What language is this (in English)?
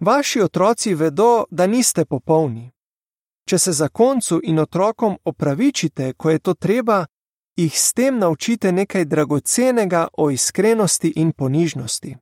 Slovenian